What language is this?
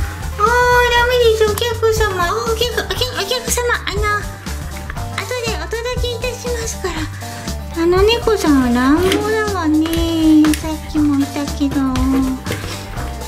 Japanese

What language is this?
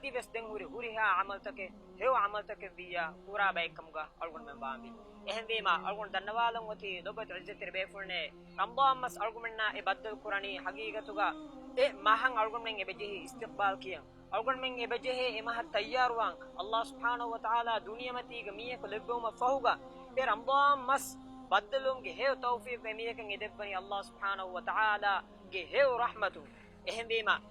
Divehi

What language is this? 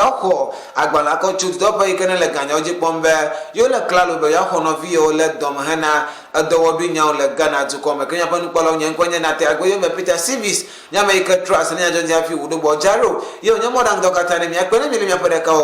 Ewe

